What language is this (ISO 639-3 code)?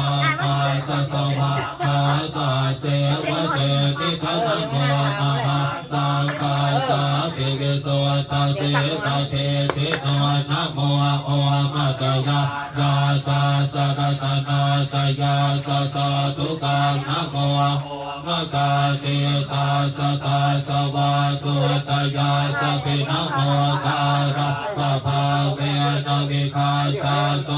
pli